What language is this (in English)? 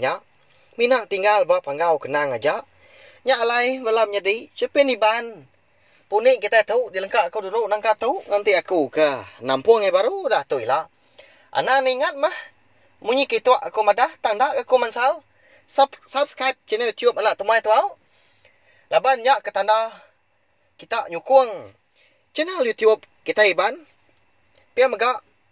Iban